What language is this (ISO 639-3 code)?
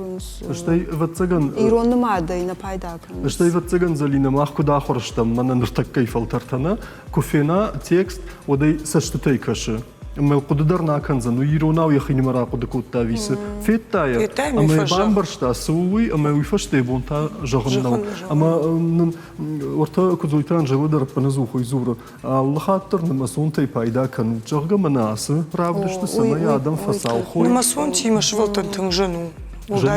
oss